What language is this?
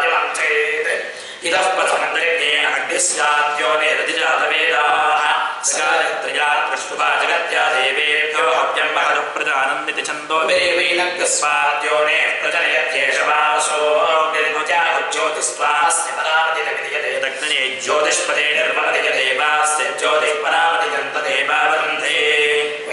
Sanskrit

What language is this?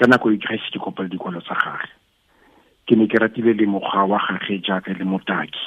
Tswana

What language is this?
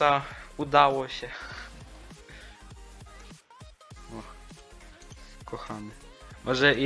Polish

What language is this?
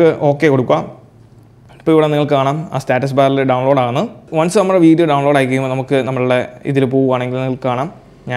Malayalam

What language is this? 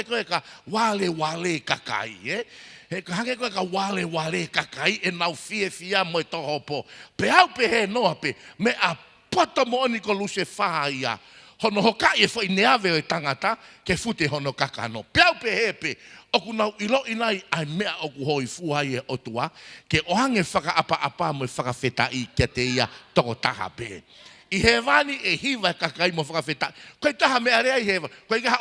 Tongan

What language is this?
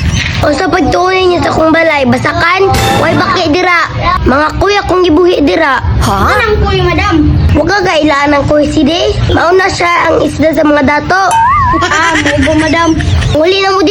Cebuano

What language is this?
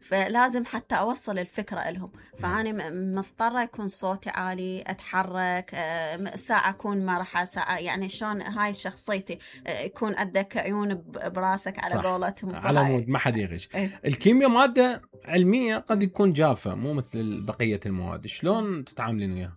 Mesopotamian Arabic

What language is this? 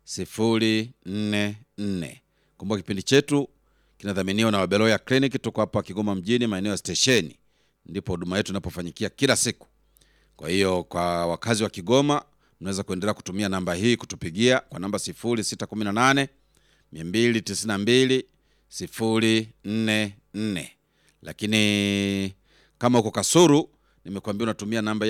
Swahili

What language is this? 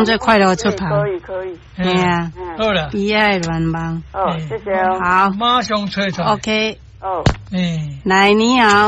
Min Nan Chinese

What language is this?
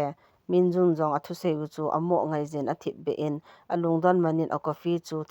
Thado Chin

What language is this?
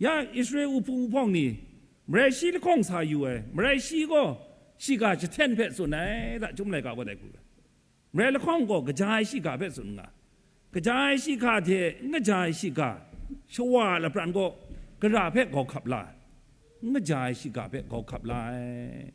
Kachin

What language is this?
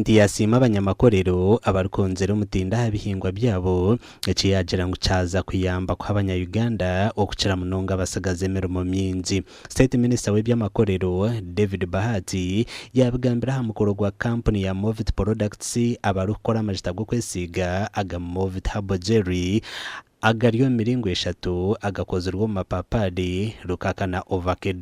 Nyankole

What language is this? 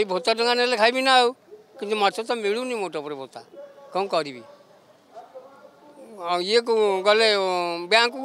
Odia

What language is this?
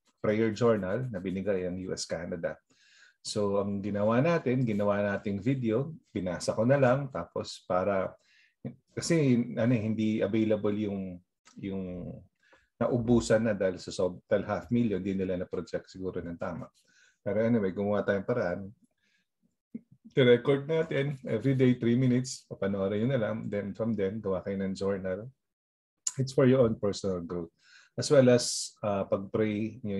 Filipino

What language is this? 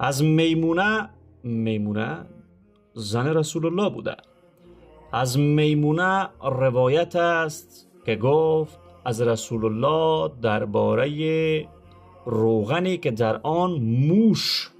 Persian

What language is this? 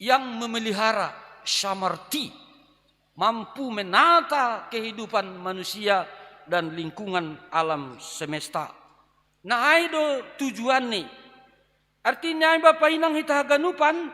Batak Simalungun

